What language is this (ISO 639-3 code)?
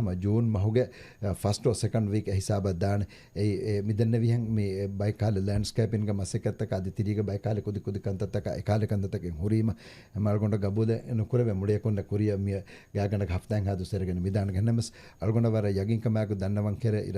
div